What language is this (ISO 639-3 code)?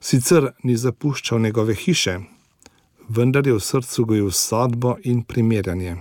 slv